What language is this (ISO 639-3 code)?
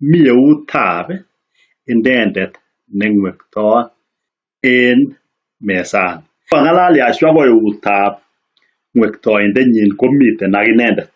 kln